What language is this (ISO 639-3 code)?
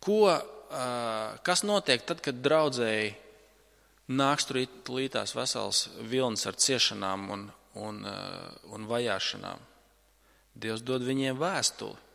lav